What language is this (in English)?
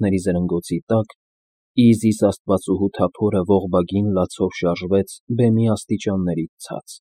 Armenian